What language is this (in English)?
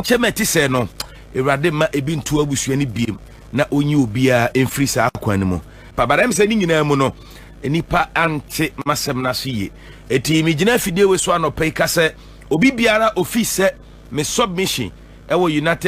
Akan